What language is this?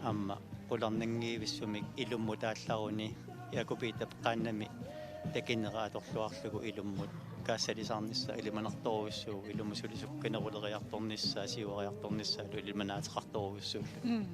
Kalaallisut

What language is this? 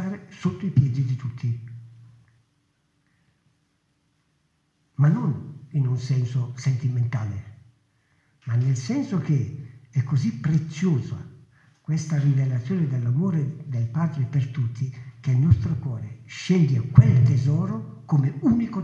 Italian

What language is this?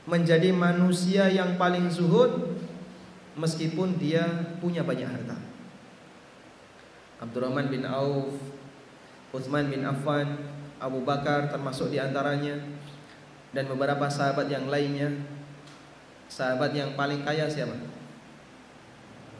Indonesian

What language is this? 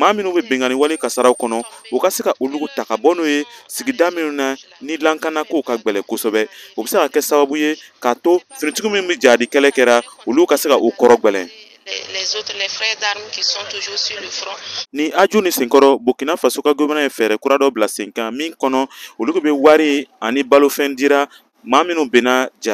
Bambara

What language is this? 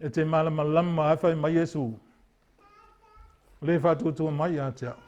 Samoan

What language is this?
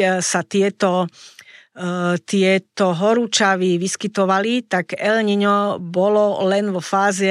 Slovak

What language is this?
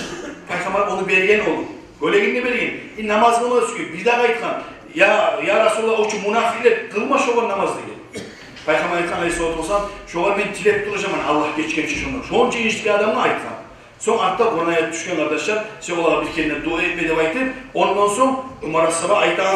Kumyk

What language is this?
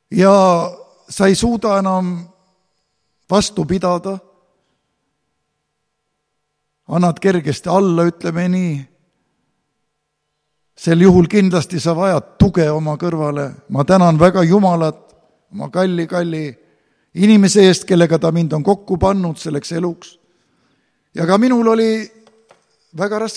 Estonian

